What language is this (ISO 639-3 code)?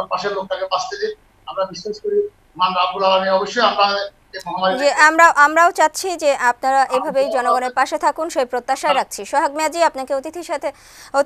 ben